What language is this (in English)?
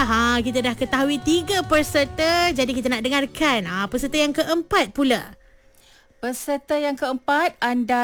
Malay